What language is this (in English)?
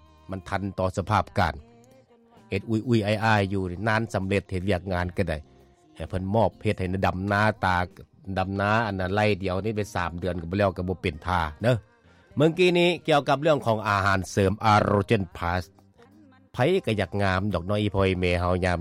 Lao